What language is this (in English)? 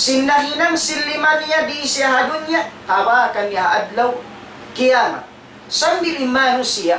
Tausug